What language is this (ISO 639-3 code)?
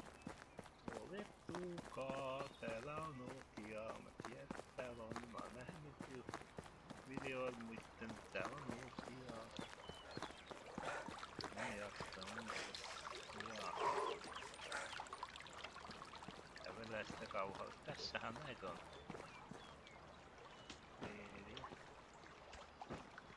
fin